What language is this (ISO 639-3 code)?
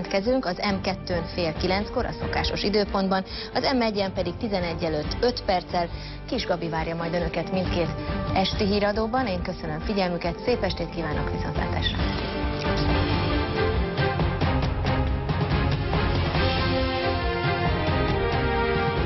hun